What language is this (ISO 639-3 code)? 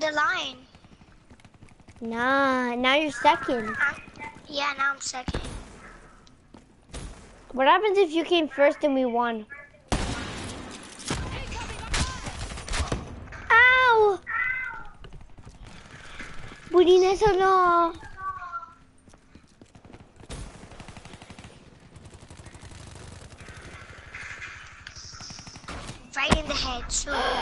eng